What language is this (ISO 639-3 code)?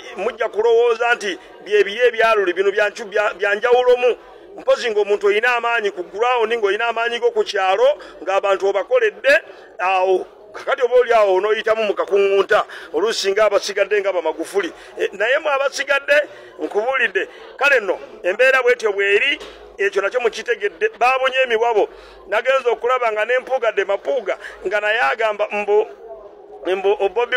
lug